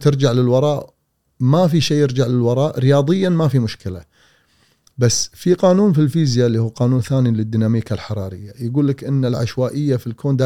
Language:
Gulf Arabic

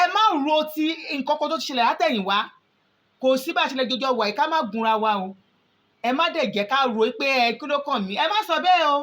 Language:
Yoruba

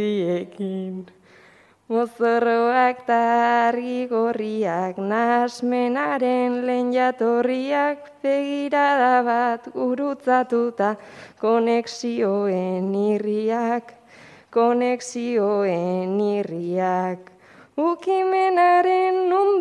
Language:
Basque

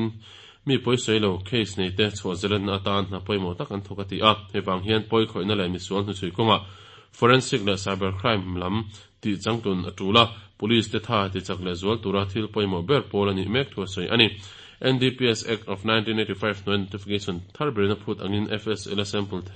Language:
Mizo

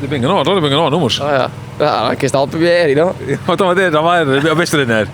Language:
Western Frisian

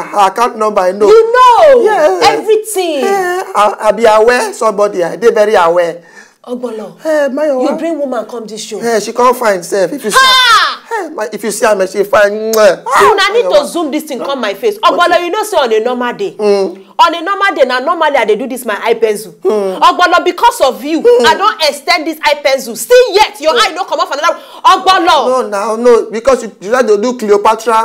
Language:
Nigerian Pidgin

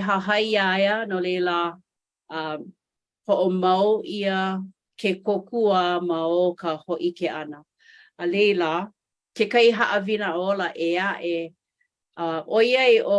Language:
Hawaiian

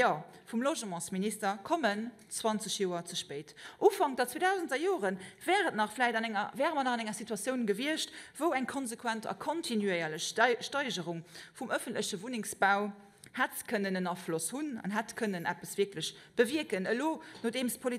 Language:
Luxembourgish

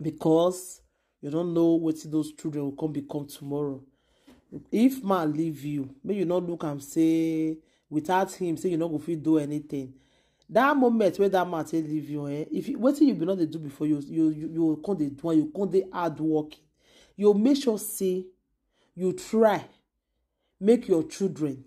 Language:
Nigerian Pidgin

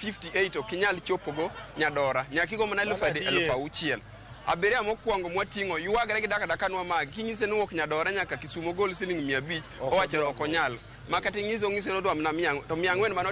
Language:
Luo (Kenya and Tanzania)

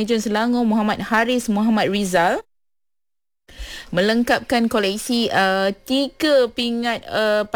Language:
Malay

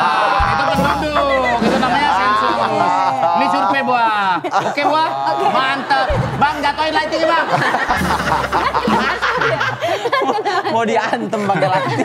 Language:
Indonesian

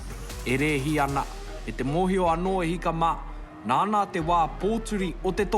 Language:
Māori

